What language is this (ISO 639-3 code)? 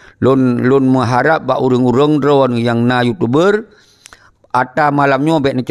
ace